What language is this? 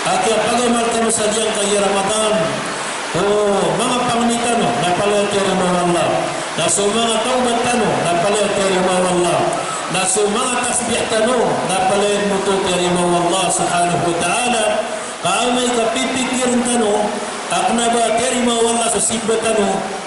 Maranao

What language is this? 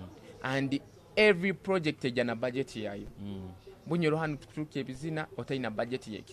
Nyoro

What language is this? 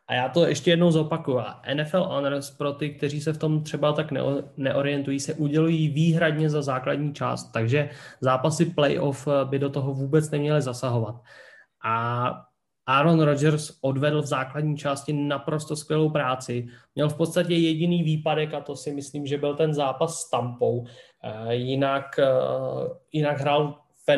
Czech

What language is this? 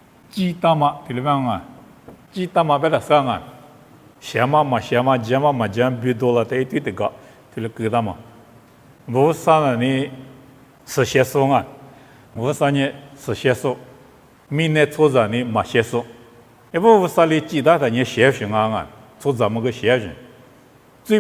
Lisu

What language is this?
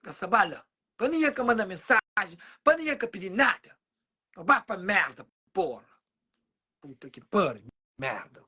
Kabuverdianu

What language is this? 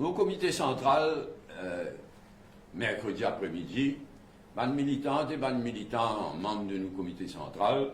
Morisyen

